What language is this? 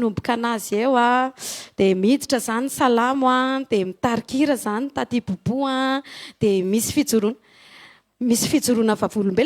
Malagasy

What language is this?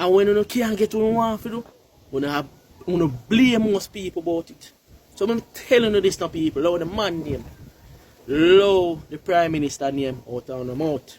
Jamaican Creole English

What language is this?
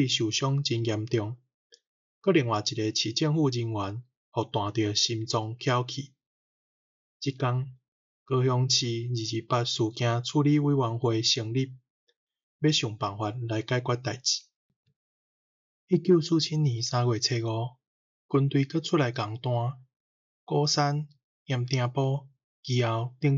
Min Nan Chinese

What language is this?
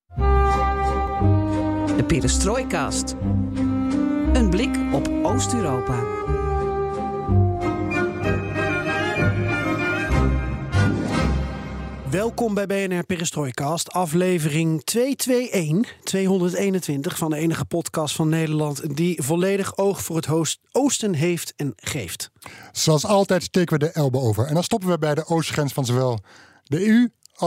Dutch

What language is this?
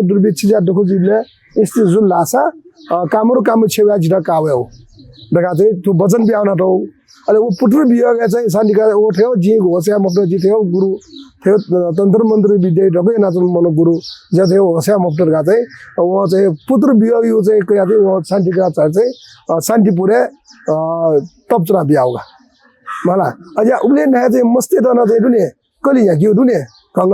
Newari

